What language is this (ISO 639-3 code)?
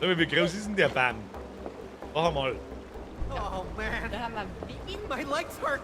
bar